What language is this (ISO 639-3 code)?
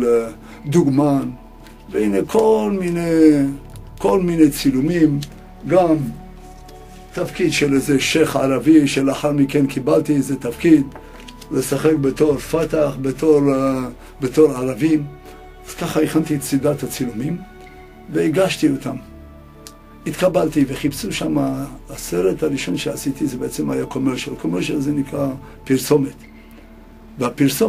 heb